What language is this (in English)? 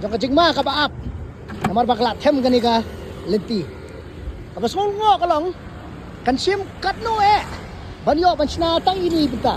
Khasi